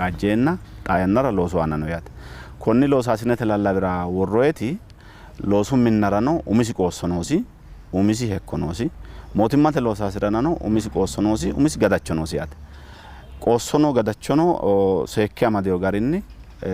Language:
Sidamo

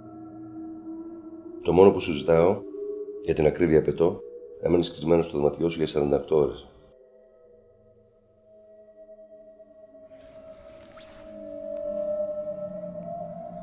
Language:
Greek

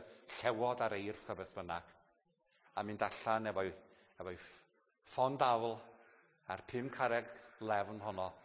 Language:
Welsh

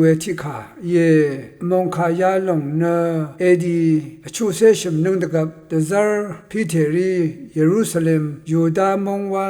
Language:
Rawang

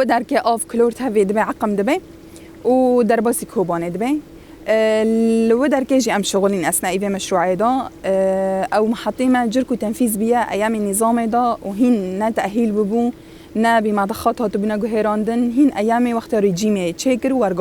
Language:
Kurdish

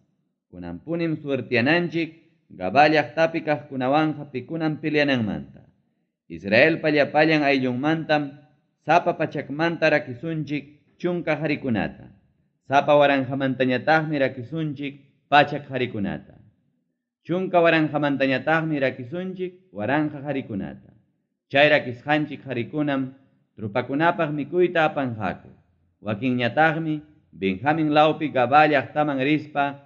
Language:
Ayacucho Quechua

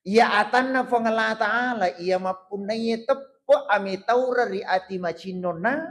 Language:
Buginese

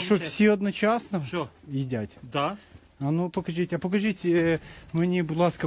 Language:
Ukrainian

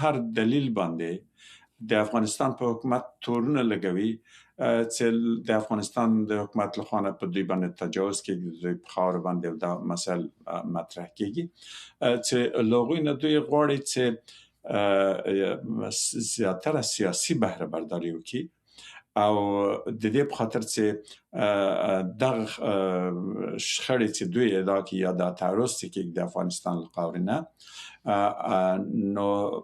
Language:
Pashto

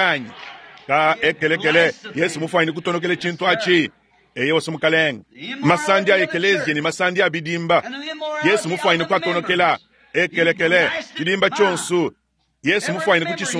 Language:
Luba-Lulua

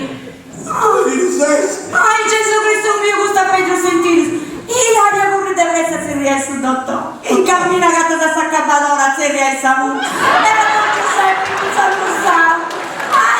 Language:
Sardinian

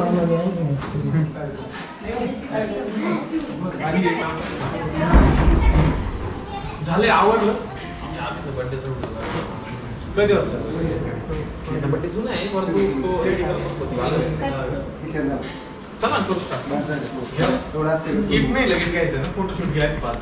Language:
Marathi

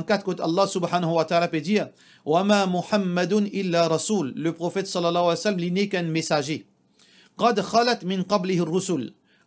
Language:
Morisyen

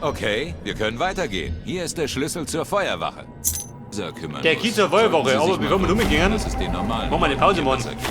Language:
Bavarian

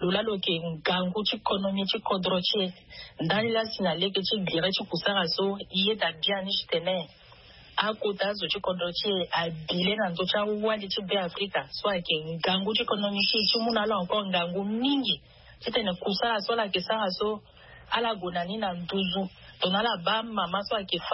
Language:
Sango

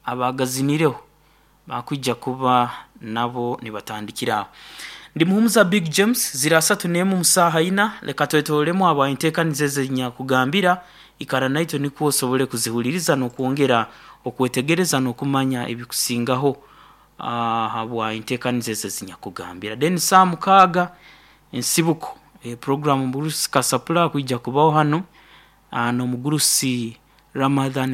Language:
Nyoro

